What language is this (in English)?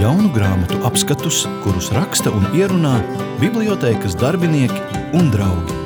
Latvian